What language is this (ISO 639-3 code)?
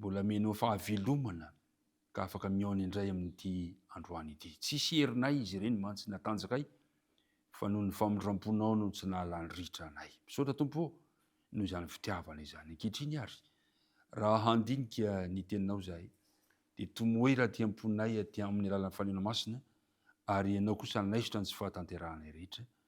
mlg